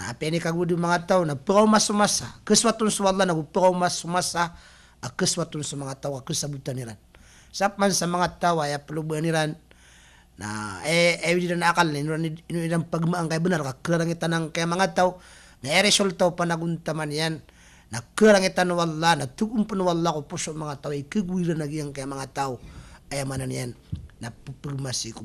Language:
Maranao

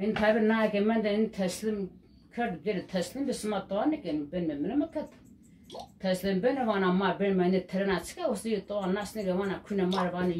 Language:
Zaza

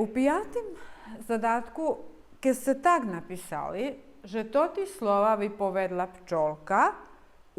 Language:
Rusyn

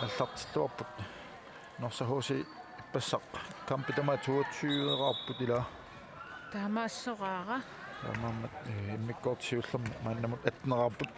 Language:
Kalaallisut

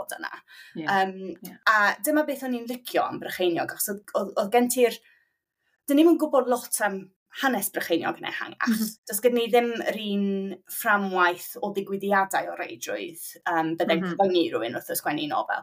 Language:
Welsh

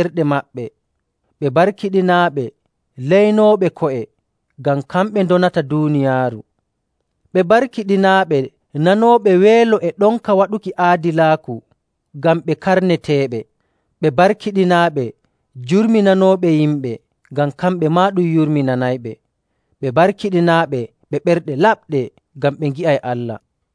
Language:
Nigerian Fulfulde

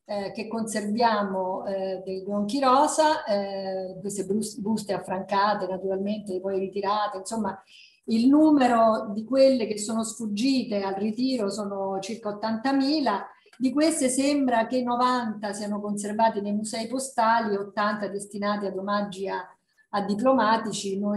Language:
Italian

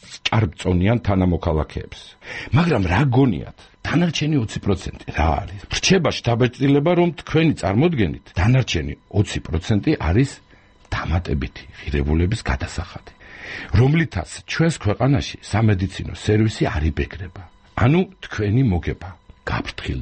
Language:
Georgian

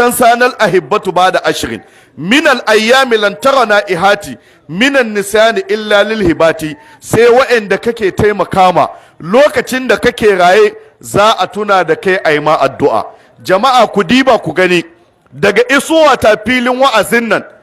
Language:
Hausa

